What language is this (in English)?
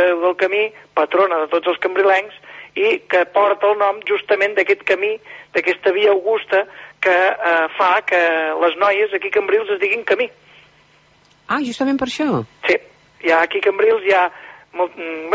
Catalan